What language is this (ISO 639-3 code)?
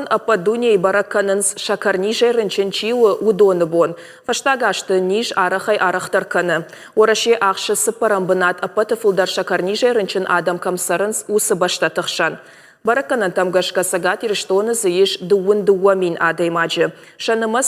oss